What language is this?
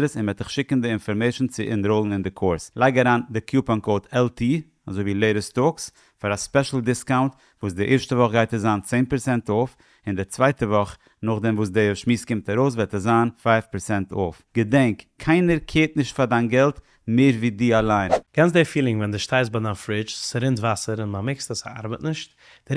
Yiddish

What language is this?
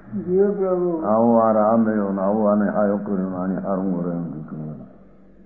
Gujarati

